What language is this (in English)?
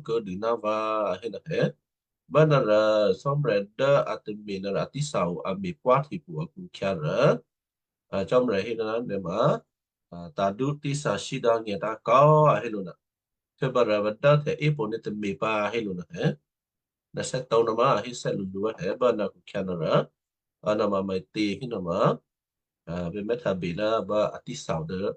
Western Kayah